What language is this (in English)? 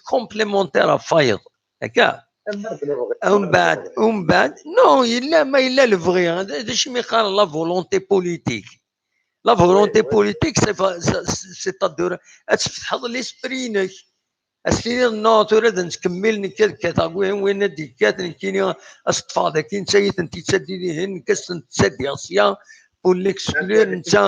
Kabyle